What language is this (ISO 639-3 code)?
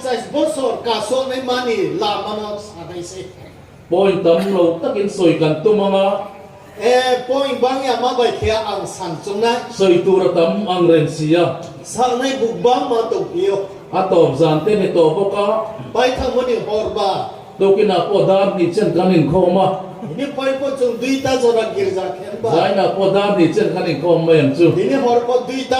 ria